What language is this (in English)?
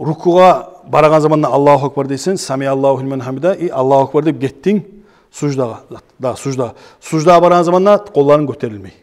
Kumyk